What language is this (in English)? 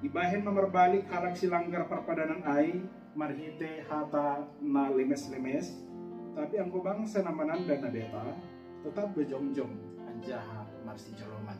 Batak Simalungun